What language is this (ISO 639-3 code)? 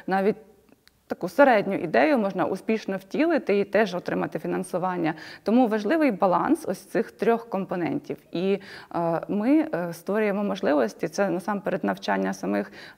ukr